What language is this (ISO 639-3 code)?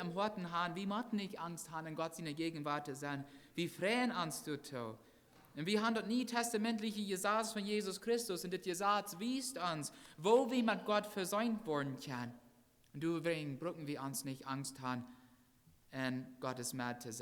pdt